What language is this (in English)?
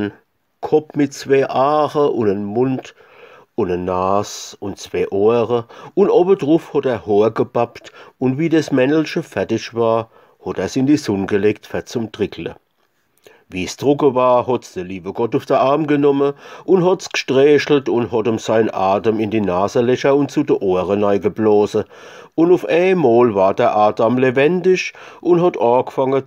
Palatine German